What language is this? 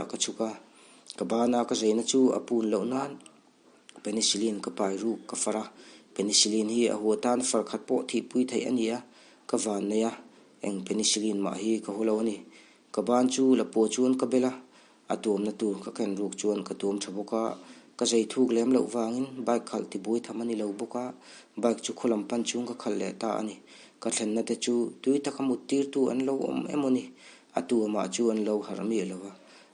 Mizo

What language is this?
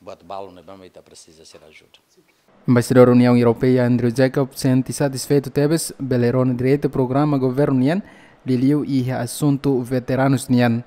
Tetum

